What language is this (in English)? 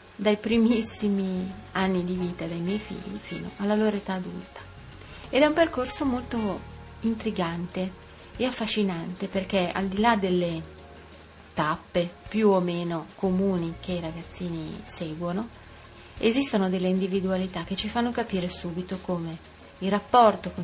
Italian